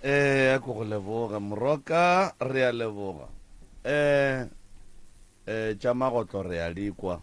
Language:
Northern Sotho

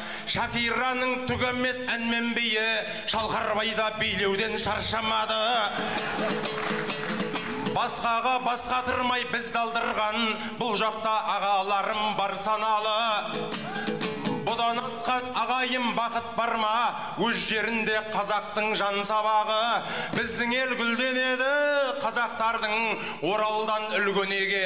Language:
Kazakh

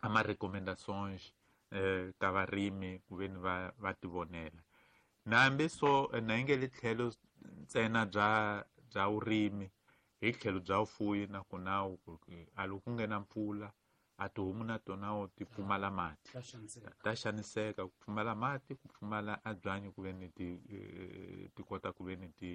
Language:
Tsonga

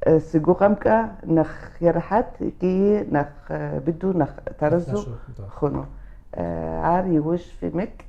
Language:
Kabardian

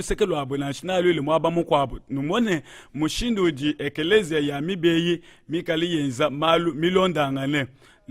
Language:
Luba-Lulua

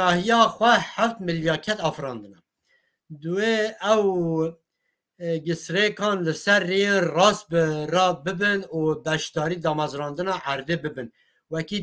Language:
Kurdish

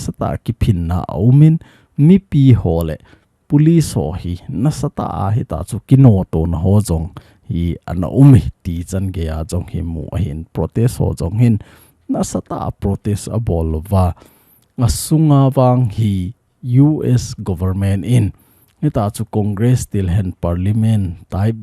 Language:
Thado Chin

